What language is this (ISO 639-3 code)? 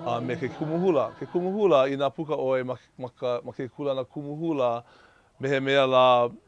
haw